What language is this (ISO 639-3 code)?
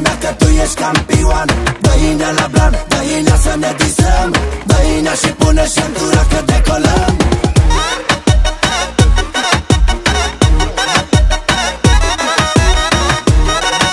ron